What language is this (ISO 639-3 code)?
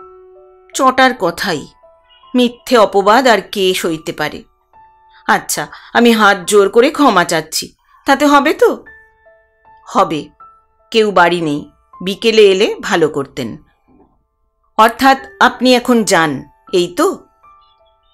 ben